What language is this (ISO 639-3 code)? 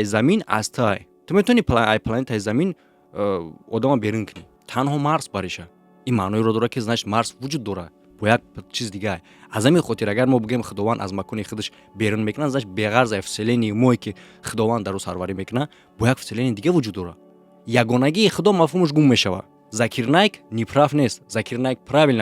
tgk